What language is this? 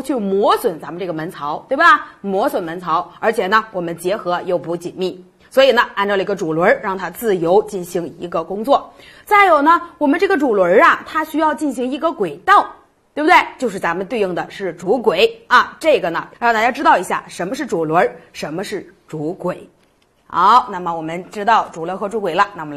Chinese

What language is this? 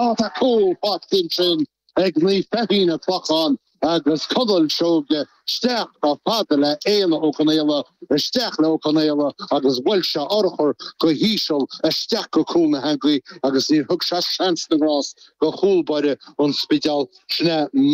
Irish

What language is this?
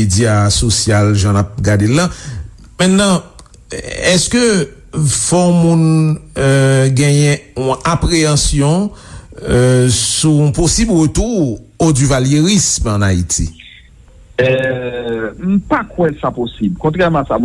Haitian Creole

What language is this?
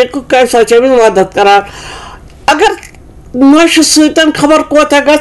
Kashmiri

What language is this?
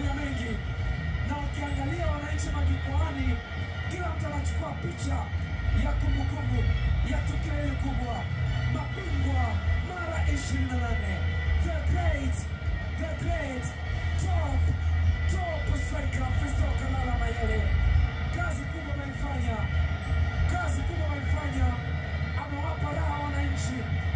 Swahili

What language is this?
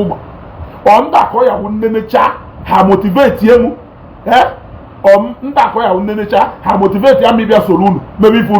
Igbo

